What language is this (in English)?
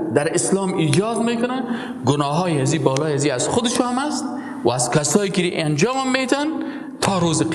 Persian